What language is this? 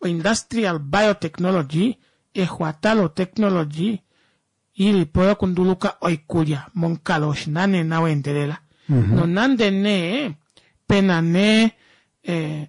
Kuanyama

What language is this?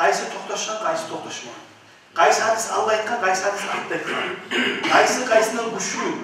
Kumyk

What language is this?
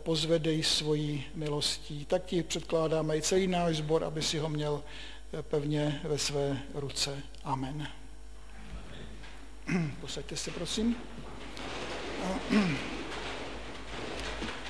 Czech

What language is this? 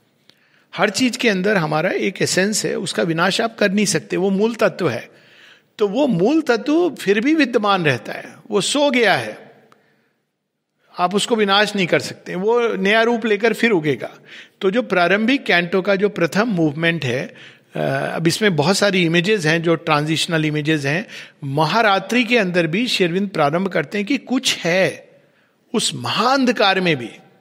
Hindi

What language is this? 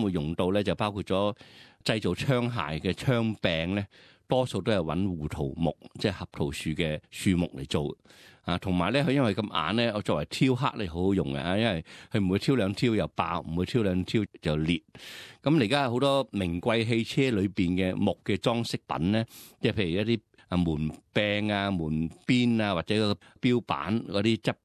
Cantonese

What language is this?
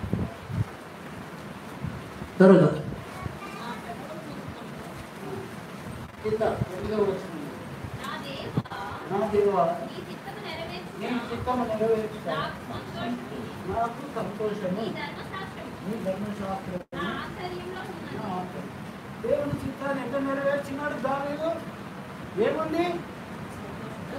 Telugu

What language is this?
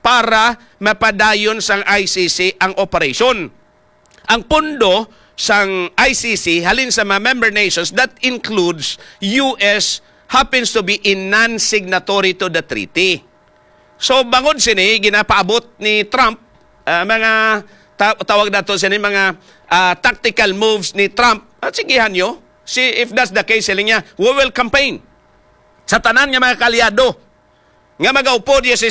Hiligaynon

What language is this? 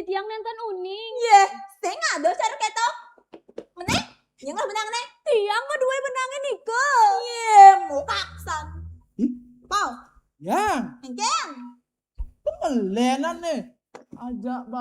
Balinese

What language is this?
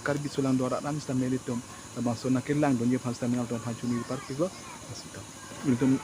Karbi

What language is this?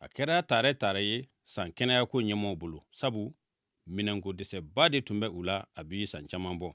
Bambara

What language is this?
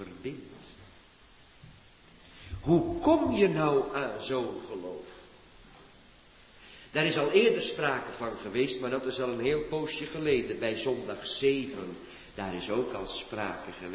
Dutch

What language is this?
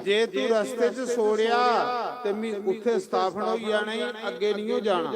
Dogri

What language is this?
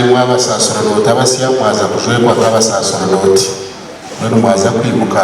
Nyankole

